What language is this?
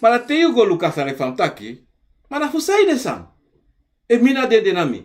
Sranan Tongo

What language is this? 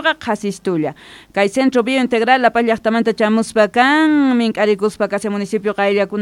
South Bolivian Quechua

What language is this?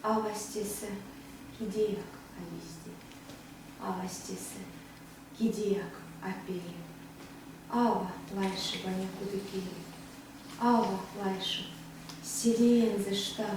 Erzya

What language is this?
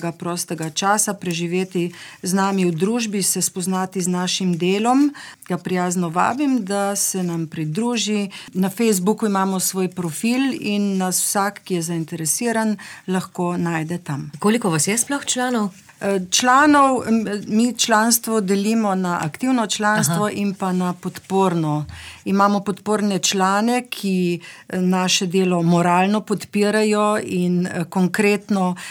Slovenian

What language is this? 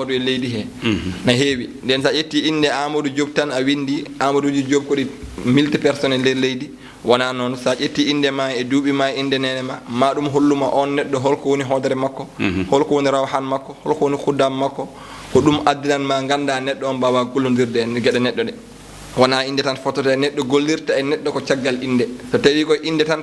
Fula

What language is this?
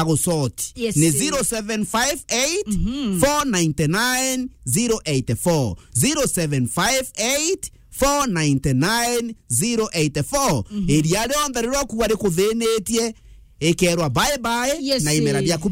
Meru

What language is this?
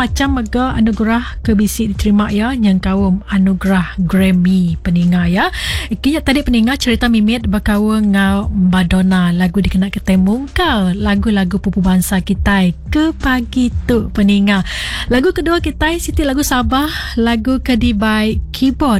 Iban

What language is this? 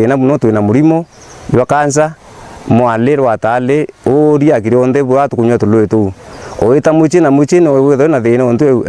Meru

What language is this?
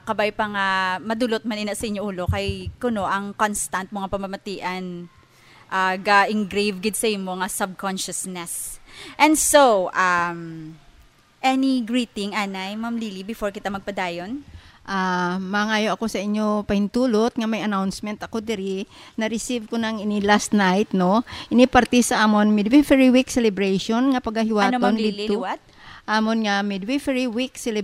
Hiligaynon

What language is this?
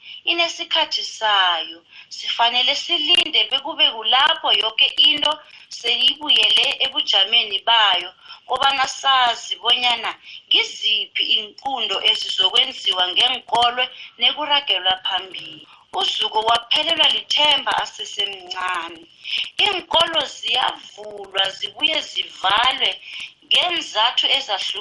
South Ndebele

